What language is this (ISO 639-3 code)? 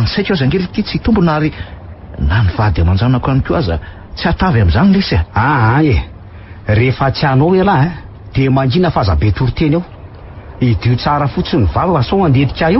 mlg